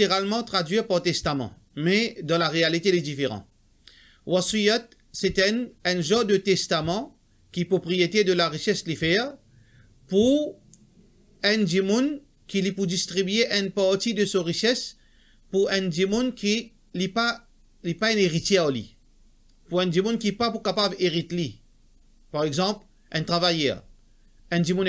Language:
Morisyen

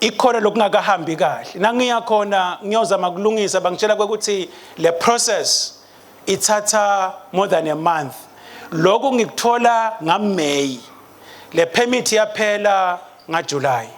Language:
Swati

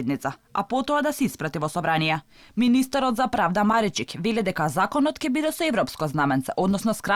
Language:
Macedonian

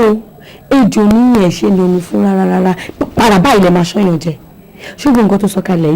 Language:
Yoruba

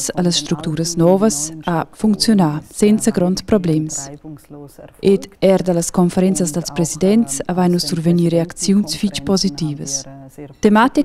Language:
Romansh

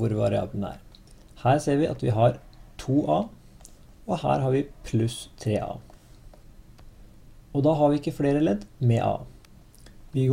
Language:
Norwegian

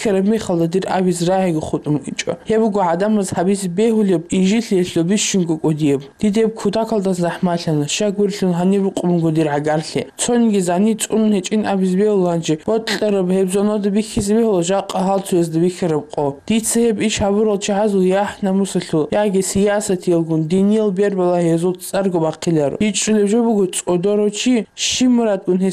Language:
Avaric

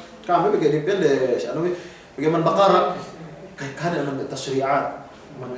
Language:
Yakan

